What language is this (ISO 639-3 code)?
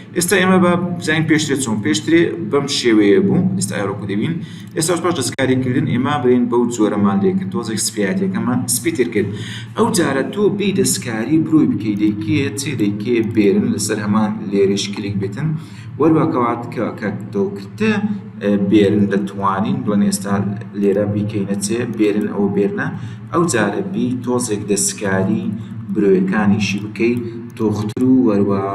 ckb